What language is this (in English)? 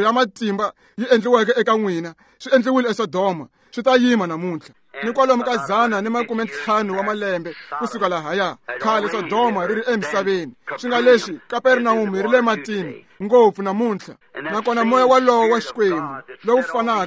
Tsonga